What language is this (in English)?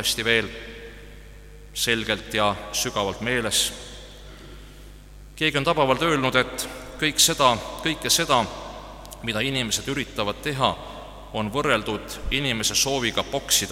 Estonian